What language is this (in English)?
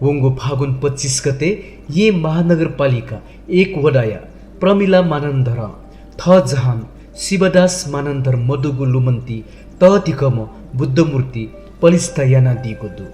Newari